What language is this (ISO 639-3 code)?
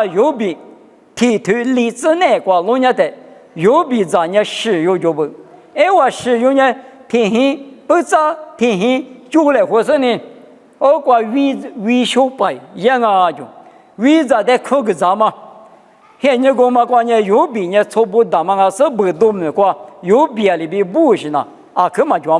lis